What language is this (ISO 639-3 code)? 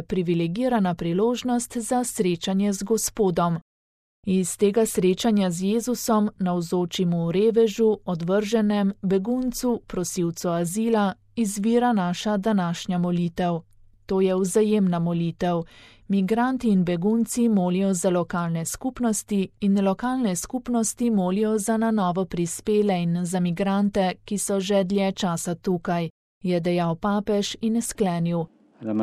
slv